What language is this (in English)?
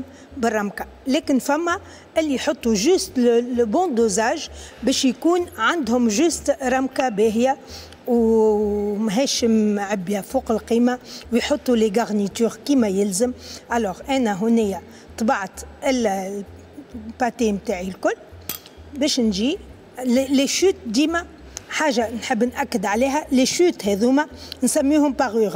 Tunisian Arabic